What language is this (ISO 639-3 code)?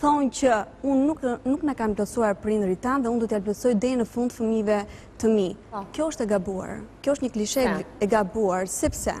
sqi